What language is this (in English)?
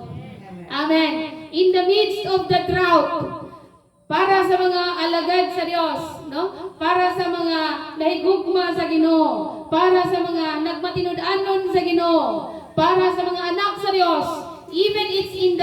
Cebuano